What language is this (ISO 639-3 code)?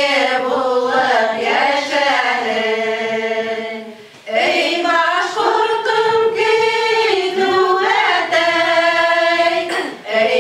bak